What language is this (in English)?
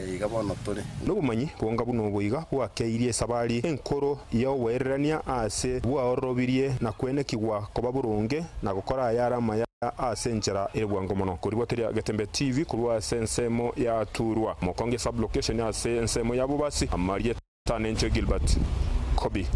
Gusii